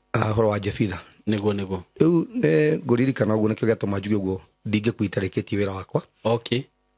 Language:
Kikuyu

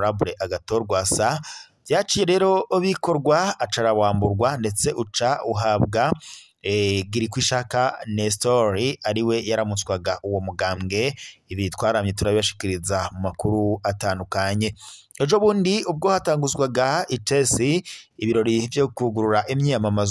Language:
Rundi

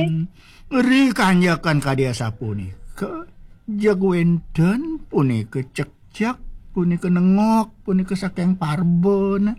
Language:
Balinese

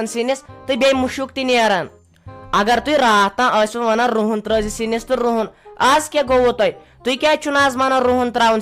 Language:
Kashmiri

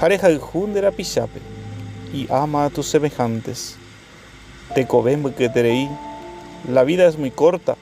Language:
Guarani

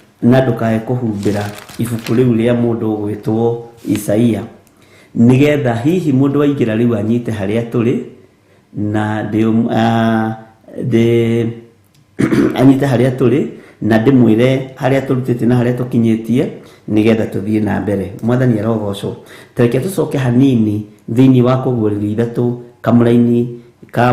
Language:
Kikuyu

